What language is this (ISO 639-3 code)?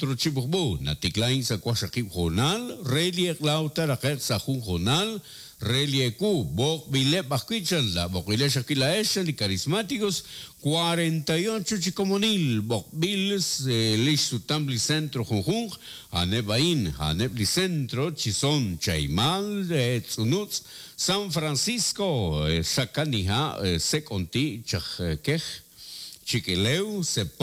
kek